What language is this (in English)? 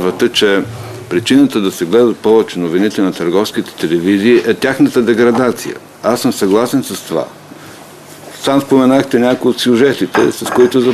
Bulgarian